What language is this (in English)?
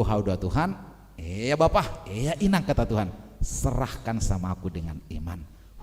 Batak Simalungun